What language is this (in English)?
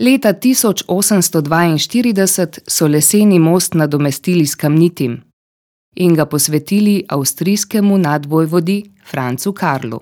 Slovenian